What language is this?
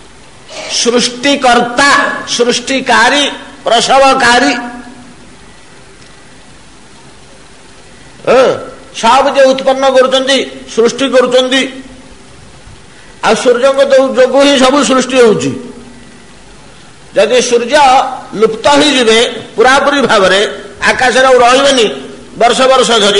Odia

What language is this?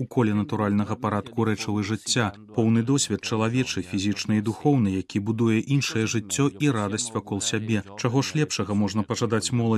Belarusian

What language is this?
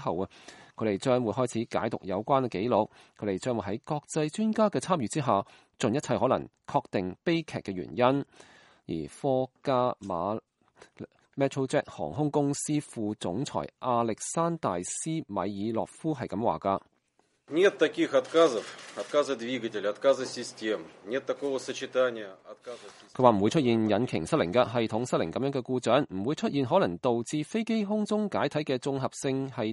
Cantonese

